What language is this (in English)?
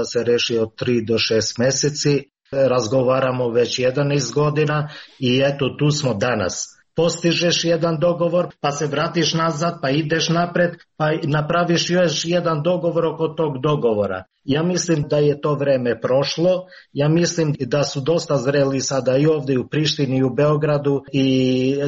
Serbian